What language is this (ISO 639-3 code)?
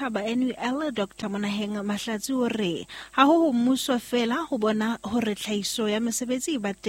sot